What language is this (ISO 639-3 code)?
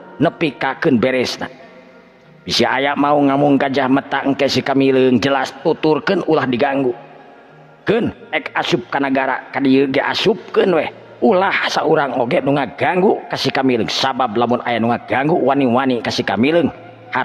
sun